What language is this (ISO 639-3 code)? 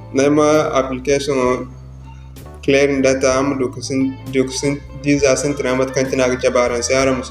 dje